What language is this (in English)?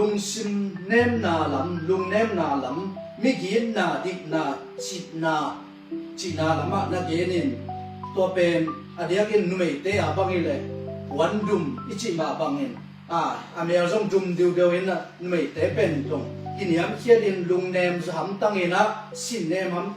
Tedim Chin